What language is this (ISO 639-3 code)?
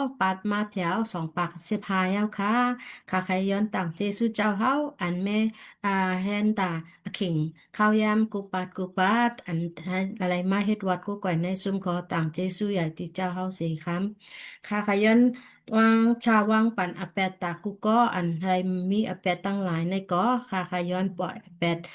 shn